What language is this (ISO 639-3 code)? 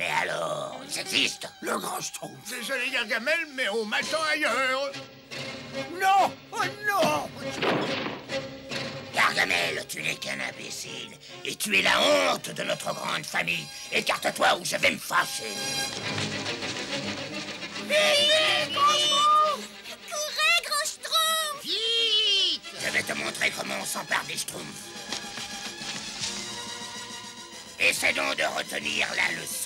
fra